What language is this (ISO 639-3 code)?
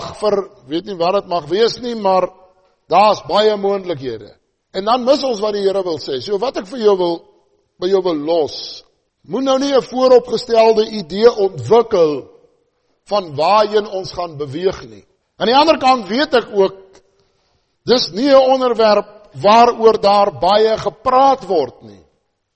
afr